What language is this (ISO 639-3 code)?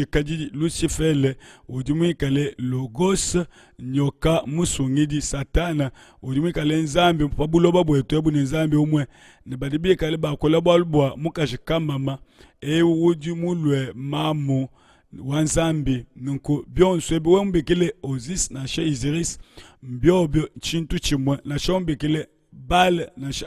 lua